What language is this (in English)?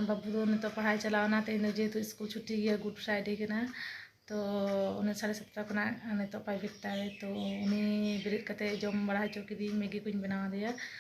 Santali